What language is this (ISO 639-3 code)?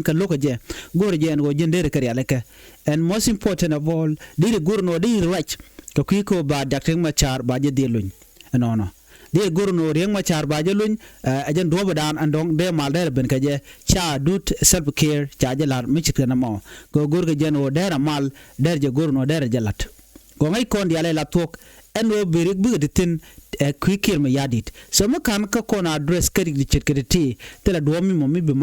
nus